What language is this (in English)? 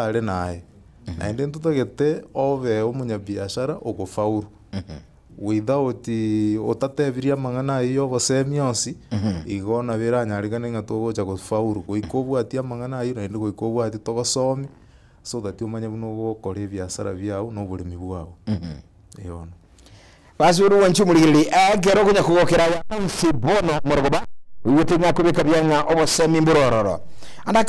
Gusii